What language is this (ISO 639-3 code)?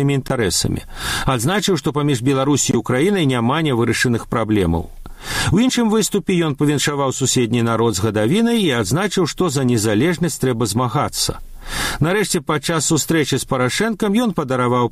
bel